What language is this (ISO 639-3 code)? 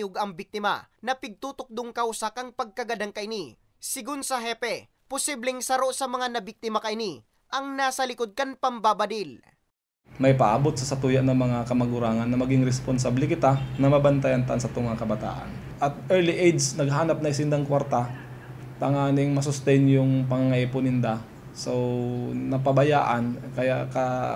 bik